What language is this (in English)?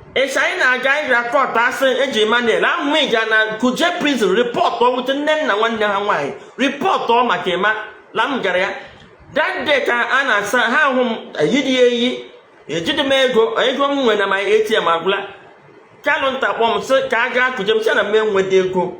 Igbo